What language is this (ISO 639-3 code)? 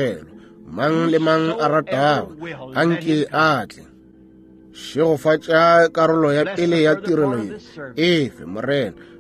nso